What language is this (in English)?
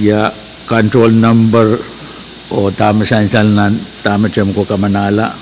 Pohnpeian